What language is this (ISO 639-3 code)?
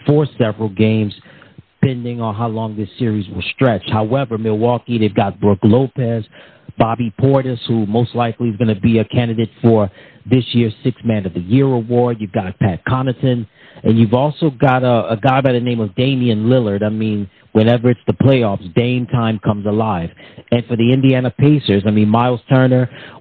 eng